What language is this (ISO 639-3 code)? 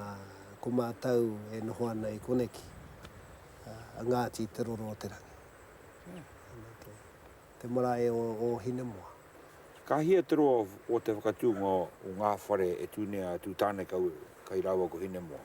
mri